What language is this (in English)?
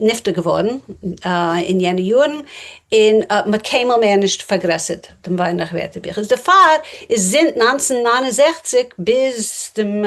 Yiddish